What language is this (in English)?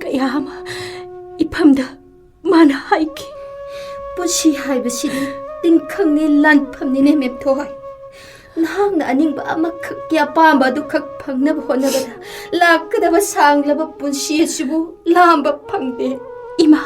Manipuri